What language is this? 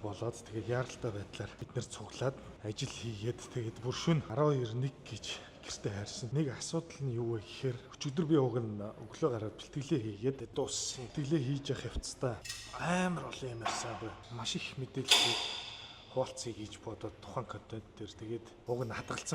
Mongolian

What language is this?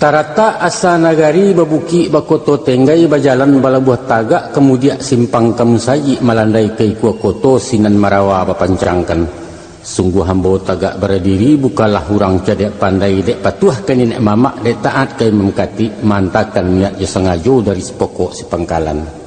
Minangkabau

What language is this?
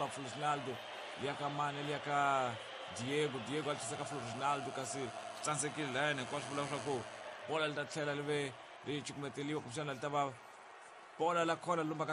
Tsonga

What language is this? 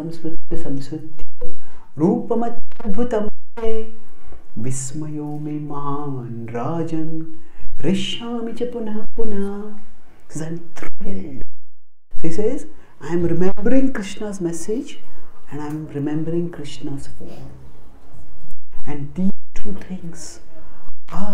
English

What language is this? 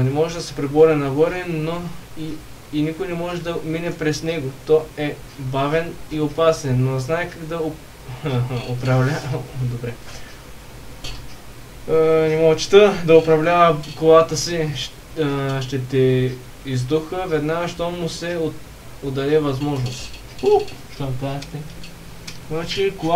Bulgarian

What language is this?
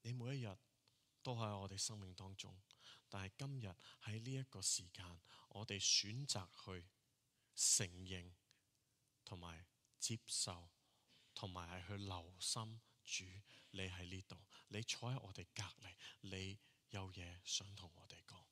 Cantonese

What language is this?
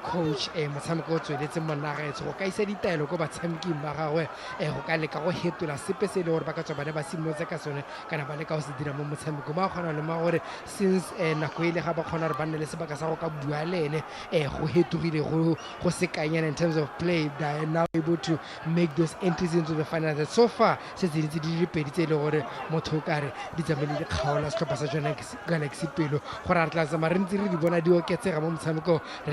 Tswana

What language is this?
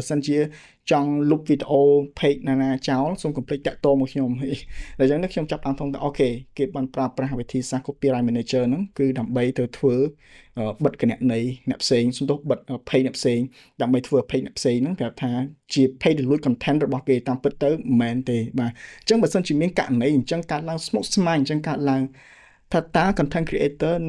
Khmer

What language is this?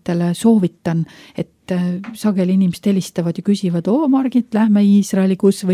Estonian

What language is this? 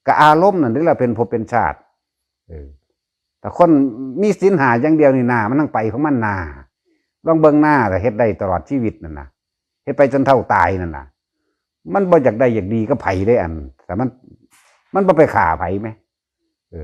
Northeastern Thai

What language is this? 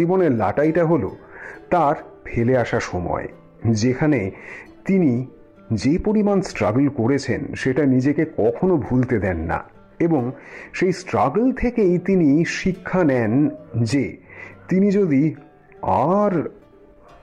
Bangla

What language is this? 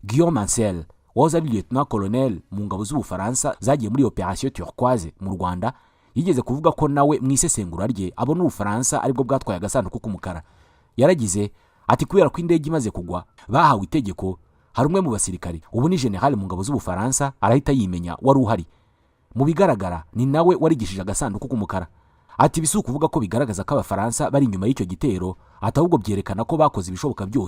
Kinyarwanda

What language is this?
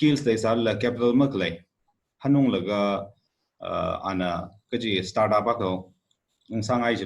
Tangkhul Naga (India)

